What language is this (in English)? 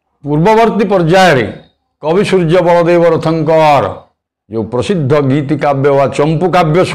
Odia